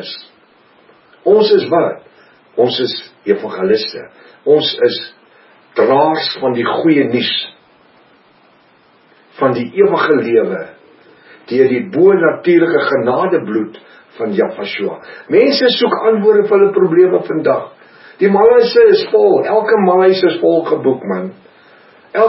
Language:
Afrikaans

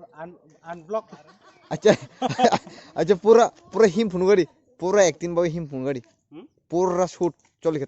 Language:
Kok Borok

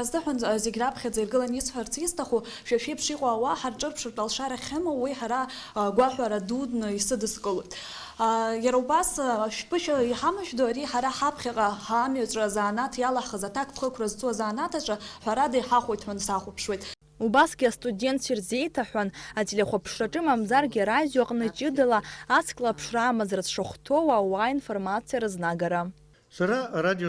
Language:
Abkhazian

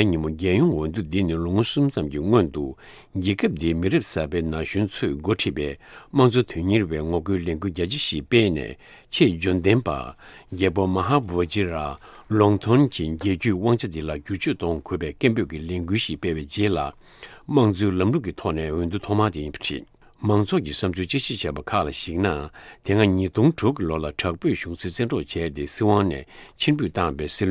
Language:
Tibetan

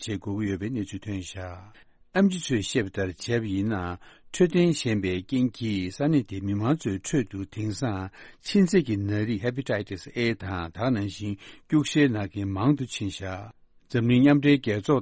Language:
Tibetan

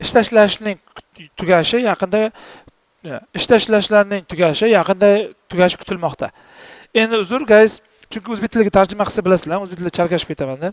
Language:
Uzbek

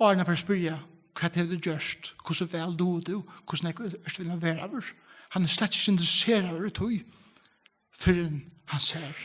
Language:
Faroese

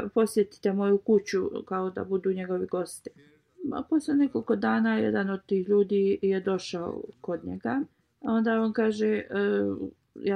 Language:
Bosnian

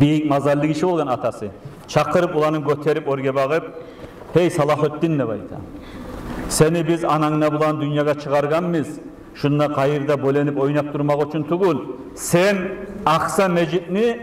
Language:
Kumyk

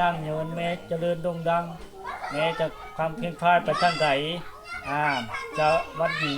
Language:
Lao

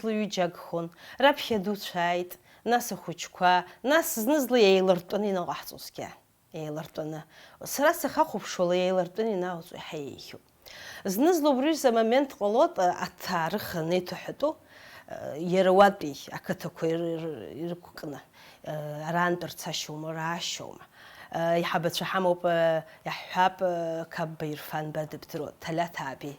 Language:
Abkhazian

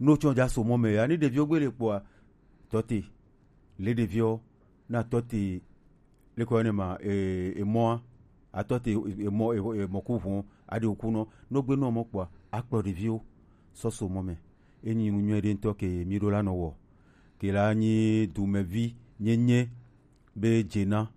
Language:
Gen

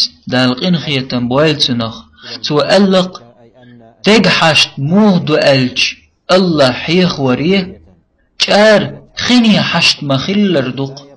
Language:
Chechen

